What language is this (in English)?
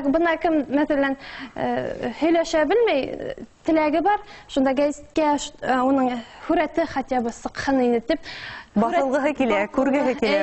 Bashkir